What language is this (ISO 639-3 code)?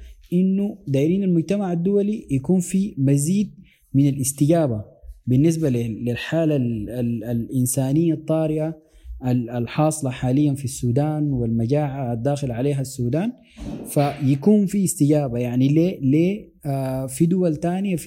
apd